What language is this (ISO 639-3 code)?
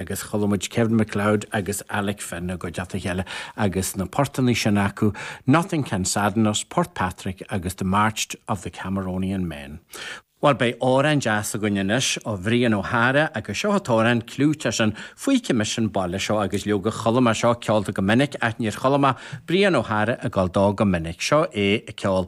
gle